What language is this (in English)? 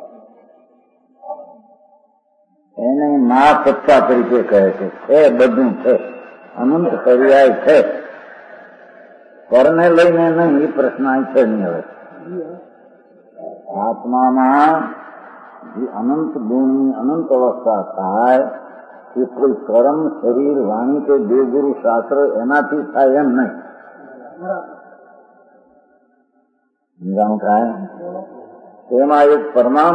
Gujarati